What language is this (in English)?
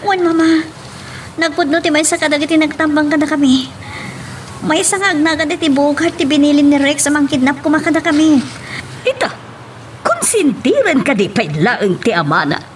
Iloko